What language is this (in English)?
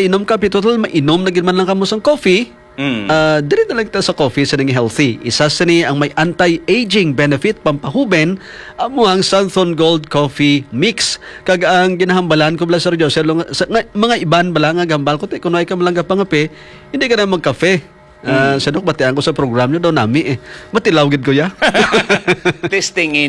Hiligaynon